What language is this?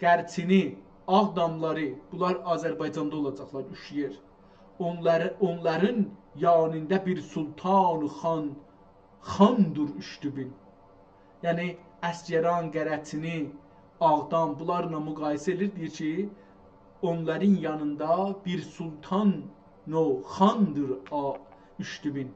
South Azerbaijani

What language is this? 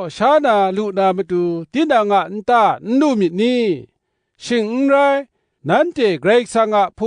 Kachin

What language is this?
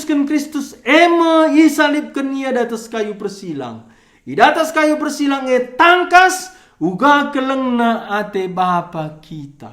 Batak Karo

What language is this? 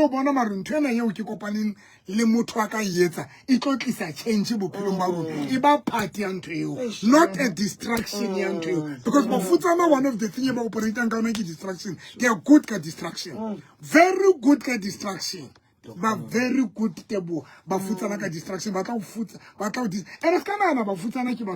Southern Sotho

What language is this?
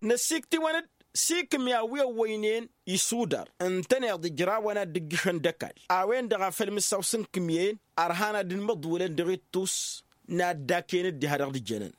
Tamasheq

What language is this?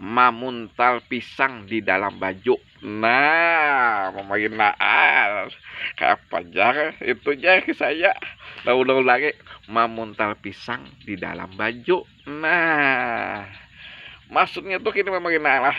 Banjar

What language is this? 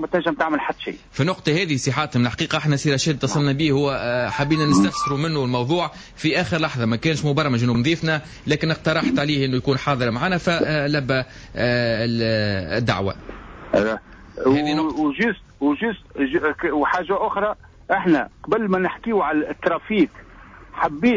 Tunisian Arabic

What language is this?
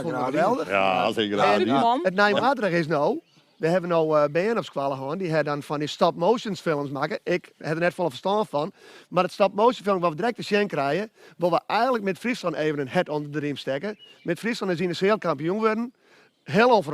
Western Frisian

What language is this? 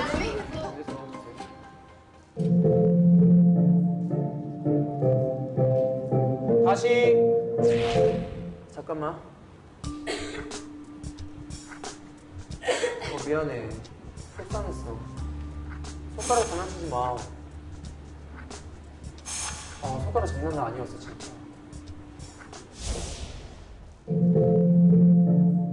Korean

